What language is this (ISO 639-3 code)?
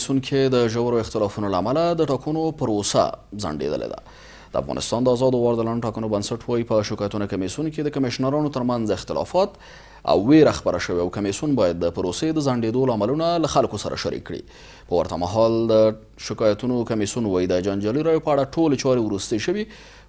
pus